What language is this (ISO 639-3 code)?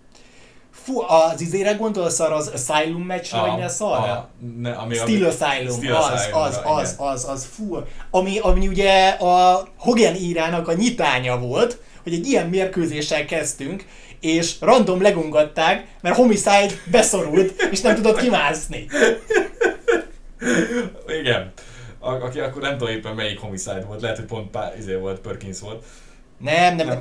hun